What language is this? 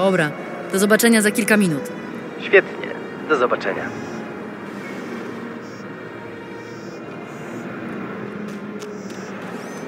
Polish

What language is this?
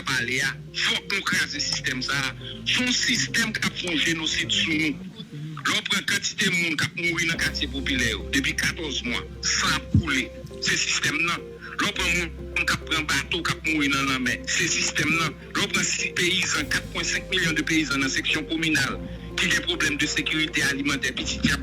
Haitian Creole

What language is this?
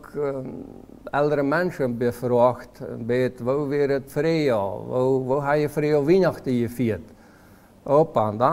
Plautdietsch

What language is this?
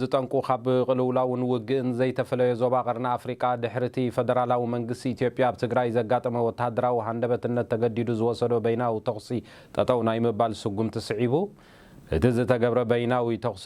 Tigrinya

